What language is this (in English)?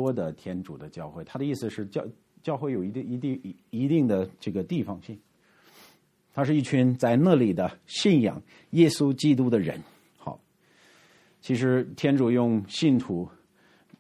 Chinese